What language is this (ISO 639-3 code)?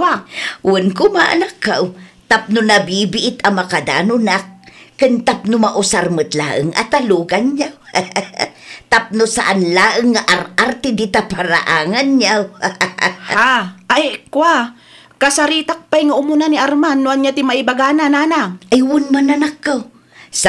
ilo